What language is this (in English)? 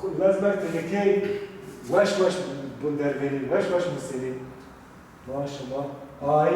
Zaza